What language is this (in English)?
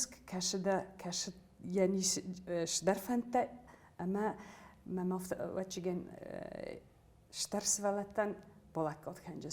Ossetic